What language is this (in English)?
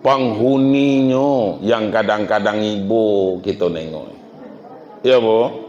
Minangkabau